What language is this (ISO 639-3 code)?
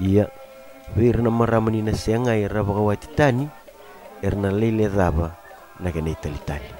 fij